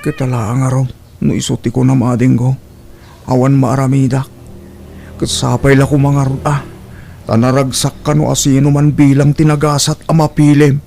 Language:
Iloko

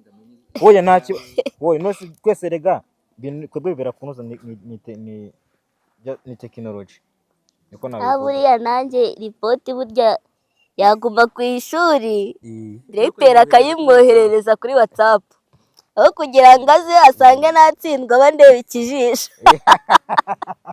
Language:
Kinyarwanda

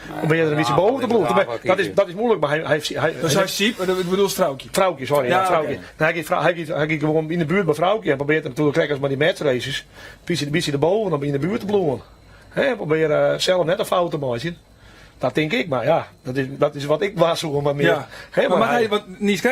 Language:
Western Frisian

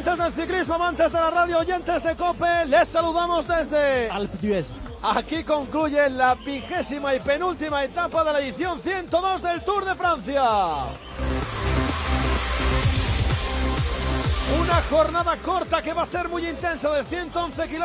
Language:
Spanish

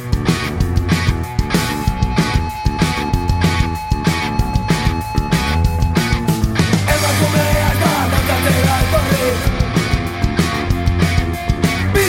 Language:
Basque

